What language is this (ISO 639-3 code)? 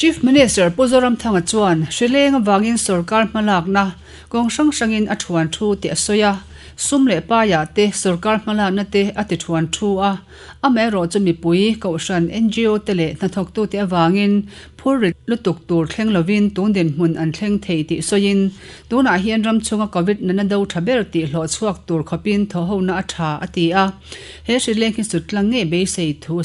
lus